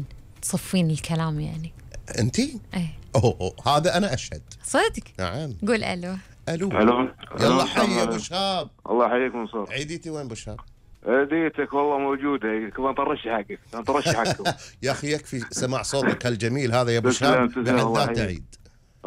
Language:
Gulf Arabic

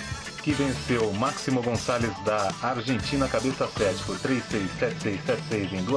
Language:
Portuguese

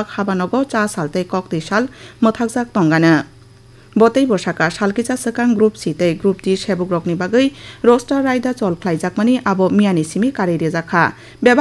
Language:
Kok Borok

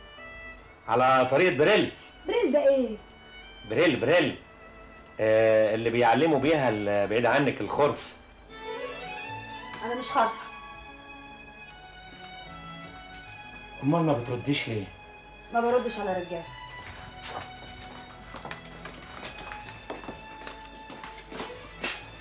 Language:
Egyptian Arabic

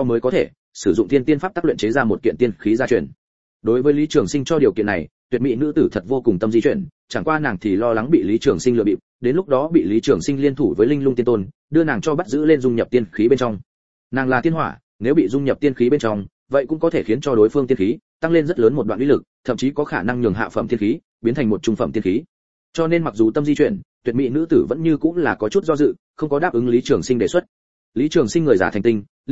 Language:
Vietnamese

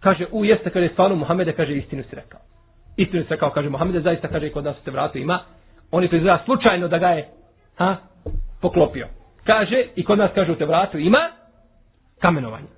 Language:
Bosnian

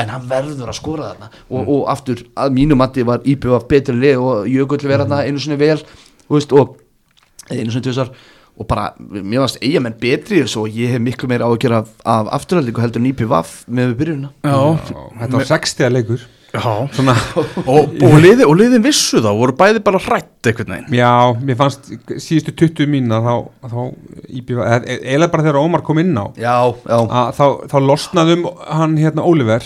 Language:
Icelandic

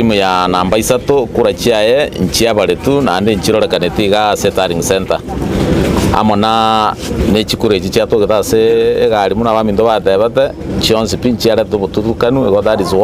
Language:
Gusii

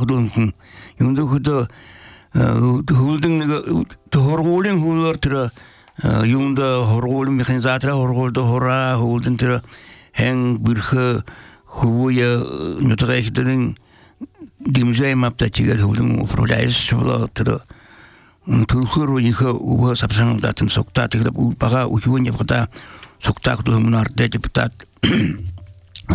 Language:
Belarusian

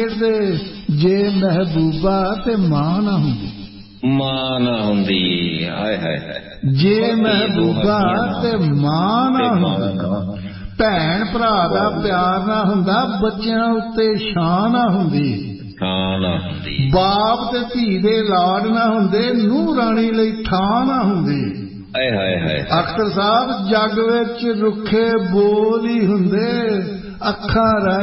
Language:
Punjabi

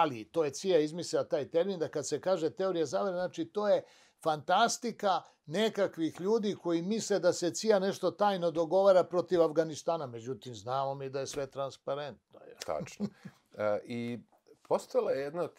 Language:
Serbian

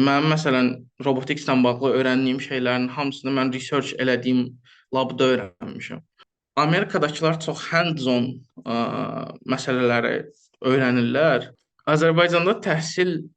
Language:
Azerbaijani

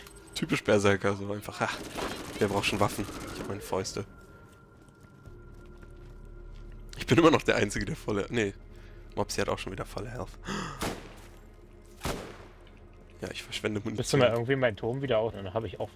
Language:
German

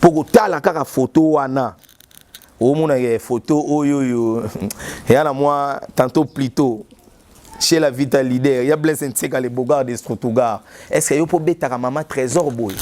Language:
Lingala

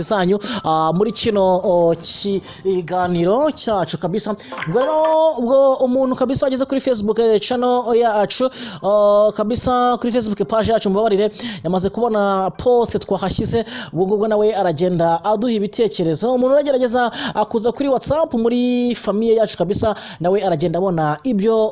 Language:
Kinyarwanda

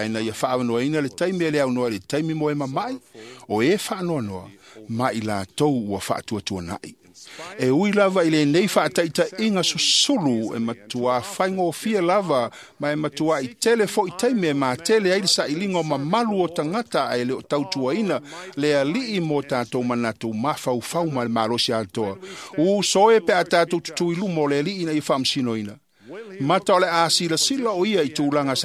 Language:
Samoan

